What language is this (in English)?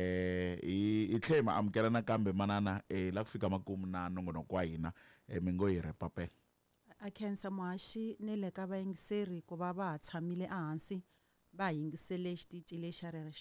Tsonga